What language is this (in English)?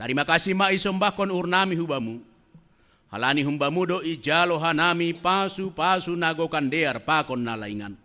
Batak Simalungun